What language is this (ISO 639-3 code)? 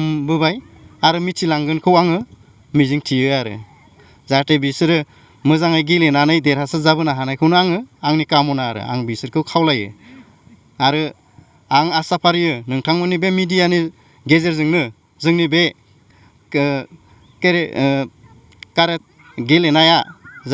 brx